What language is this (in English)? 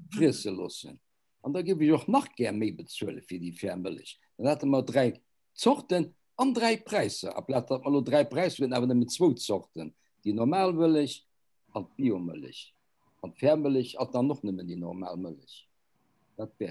Luxembourgish